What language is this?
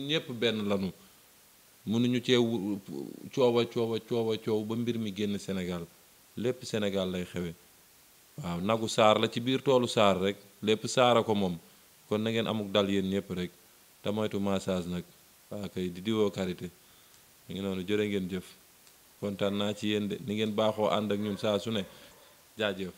Wolof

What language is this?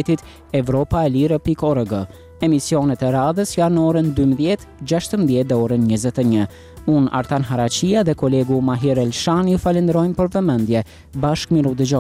Albanian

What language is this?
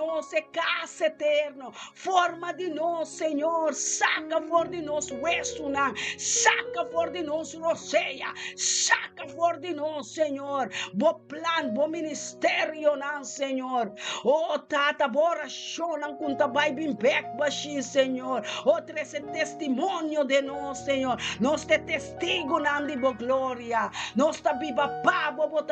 Papiamento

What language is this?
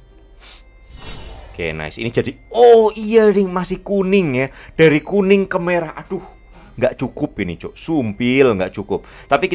Indonesian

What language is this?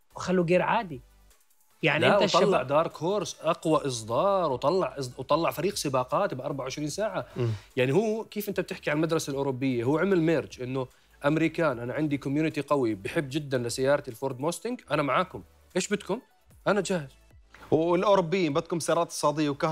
Mesopotamian Arabic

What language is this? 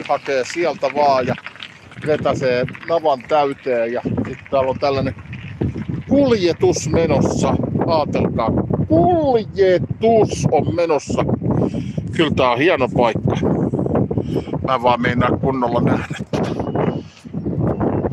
Finnish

